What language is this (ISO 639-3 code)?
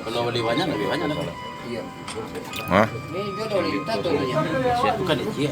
min